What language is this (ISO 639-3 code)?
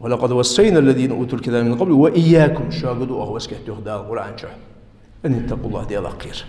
inh